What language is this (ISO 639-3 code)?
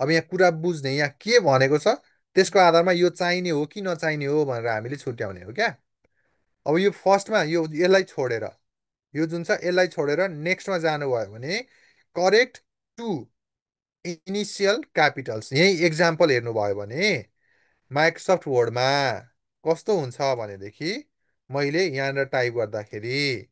nep